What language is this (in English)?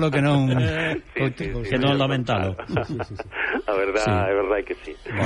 Galician